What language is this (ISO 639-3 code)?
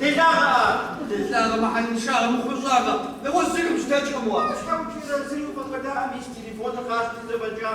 kbd